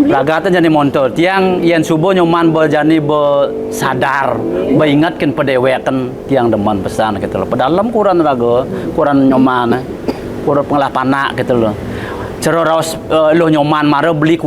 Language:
Balinese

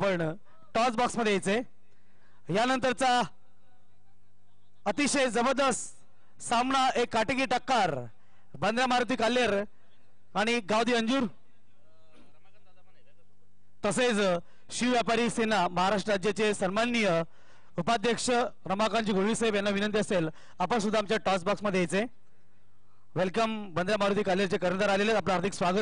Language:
Marathi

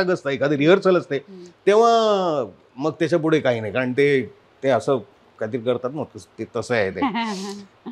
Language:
Marathi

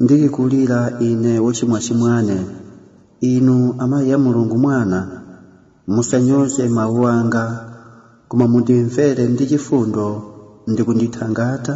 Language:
Nyanja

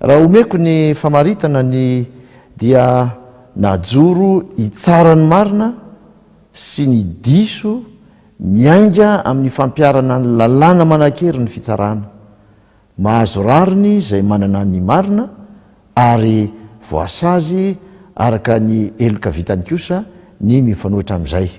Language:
Malagasy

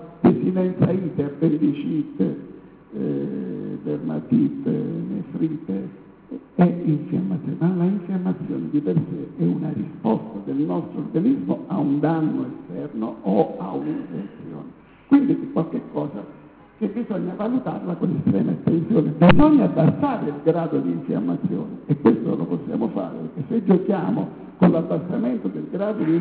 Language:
Italian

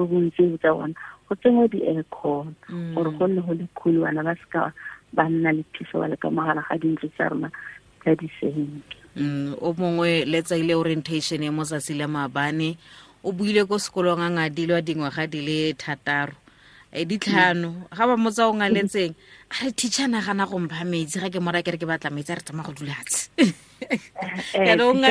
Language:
Tswana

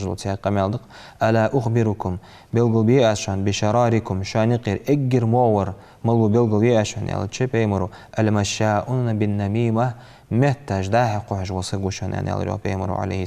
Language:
Ingush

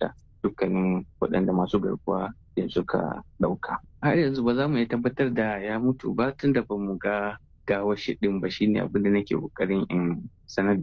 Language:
Hausa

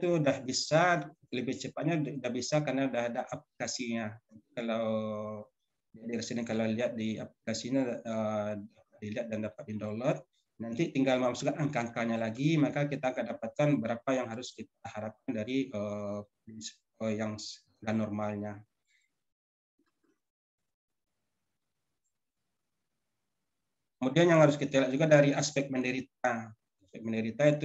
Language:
Indonesian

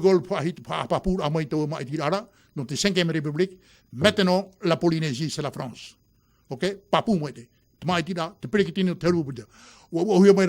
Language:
Tahitian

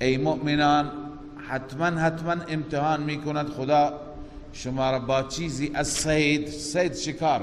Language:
Persian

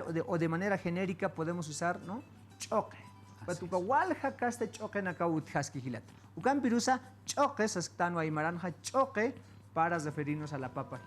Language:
Aymara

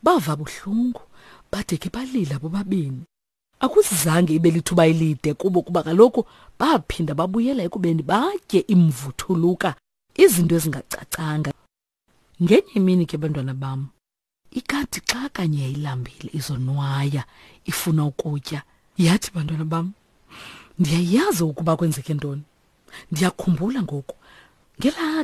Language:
Xhosa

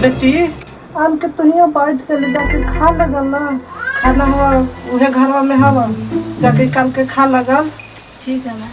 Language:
Magahi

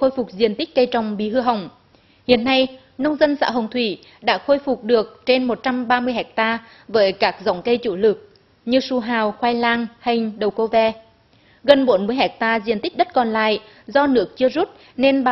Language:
Vietnamese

